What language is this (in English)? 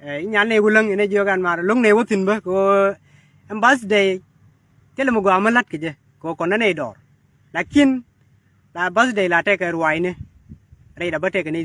Nuer